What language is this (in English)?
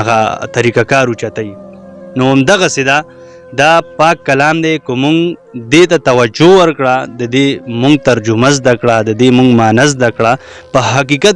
Pashto